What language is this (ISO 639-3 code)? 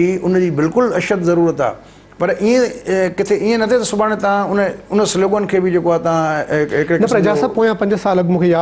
snd